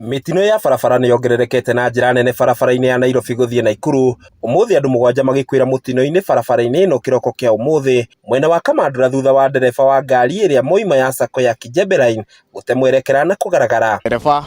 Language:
Kikuyu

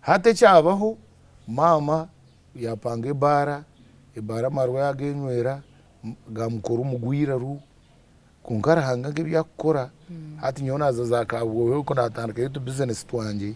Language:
Nyankole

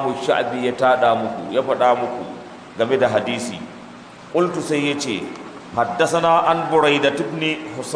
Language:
Hausa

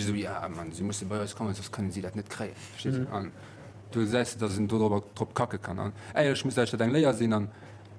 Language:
Luxembourgish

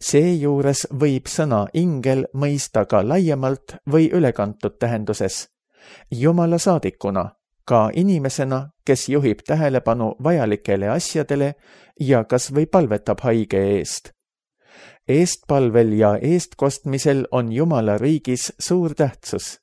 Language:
Estonian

